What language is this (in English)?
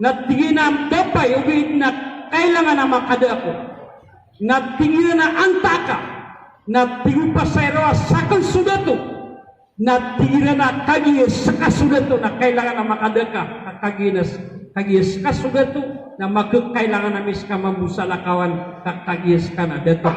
Maranao